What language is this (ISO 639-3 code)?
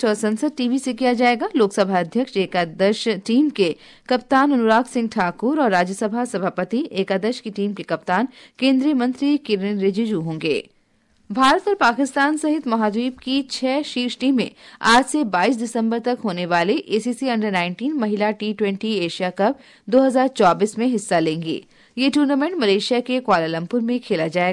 hin